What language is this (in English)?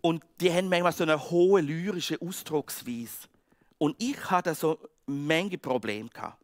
Swiss German